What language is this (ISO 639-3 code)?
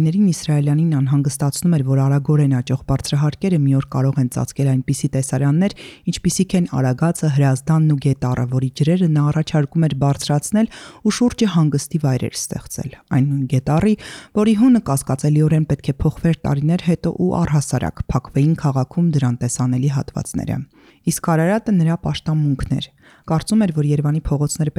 hye